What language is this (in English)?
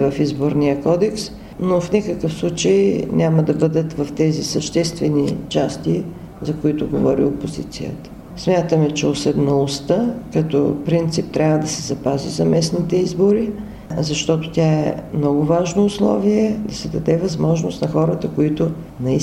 Bulgarian